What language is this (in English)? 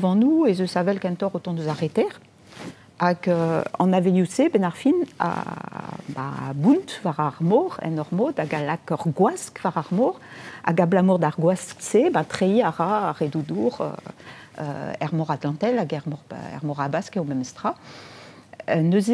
Breton